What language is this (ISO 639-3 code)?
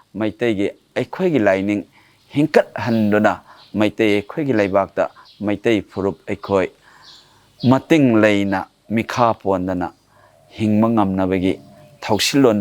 mni